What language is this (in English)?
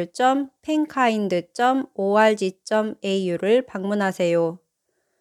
Korean